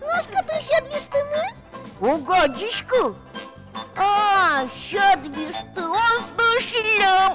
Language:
Udmurt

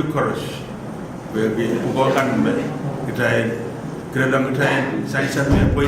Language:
Pohnpeian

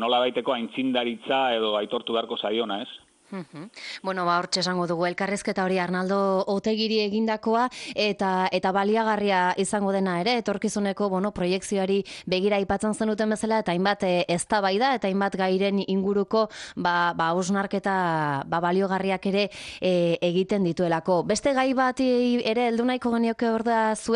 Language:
Basque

